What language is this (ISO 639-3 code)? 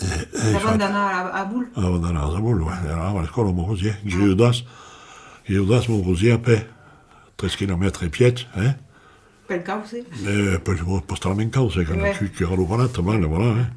oci